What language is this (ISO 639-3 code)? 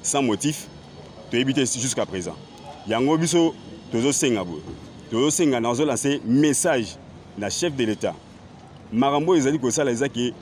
lin